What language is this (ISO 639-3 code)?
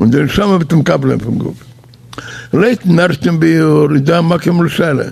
yid